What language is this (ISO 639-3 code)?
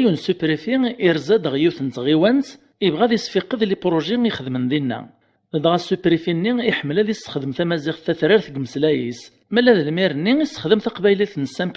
kab